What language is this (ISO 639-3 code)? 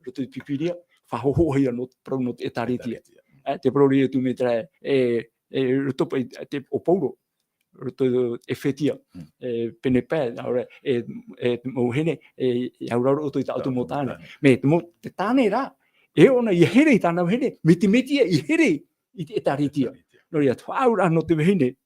tah